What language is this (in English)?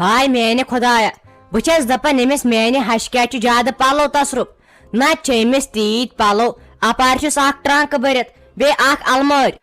Kashmiri